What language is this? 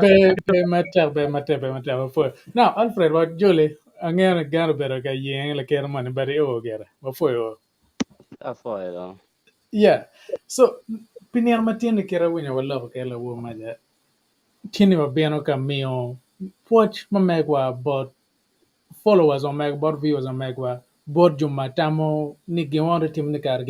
Acoli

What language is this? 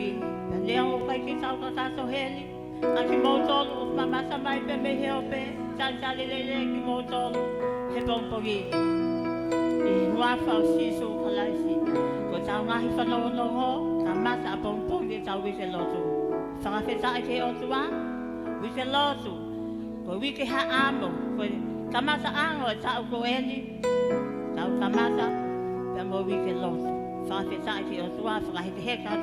Tongan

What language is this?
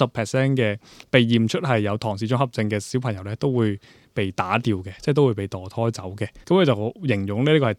Cantonese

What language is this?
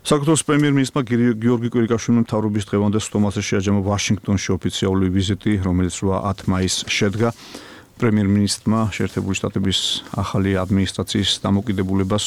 Georgian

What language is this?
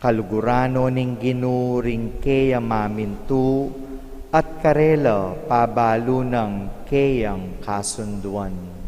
Pampanga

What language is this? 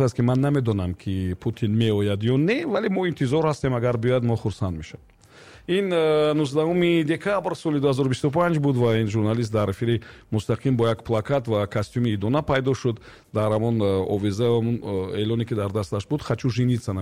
Tajik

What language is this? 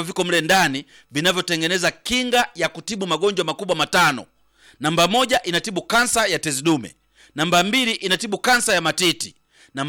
Swahili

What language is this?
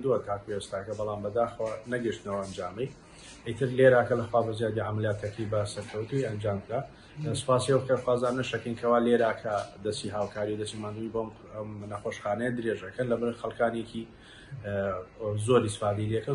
Central Kurdish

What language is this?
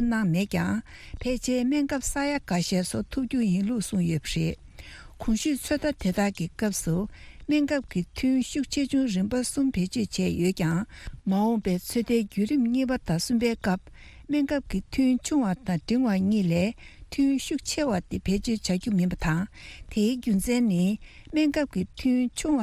Tibetan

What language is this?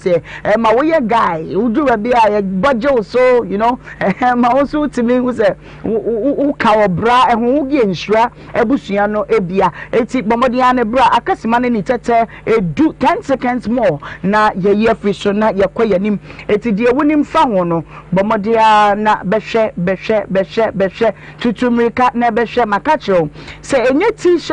Akan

